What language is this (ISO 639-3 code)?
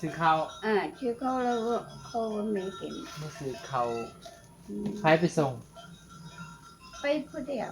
tts